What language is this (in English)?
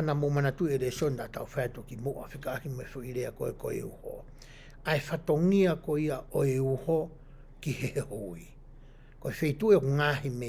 Tongan